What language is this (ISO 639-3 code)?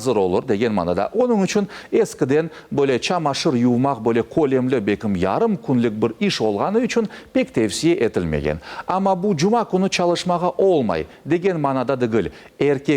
crh